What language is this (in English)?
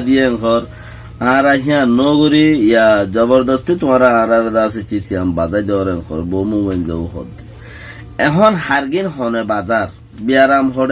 Rohingya